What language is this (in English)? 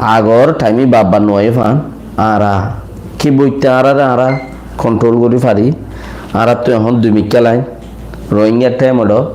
Rohingya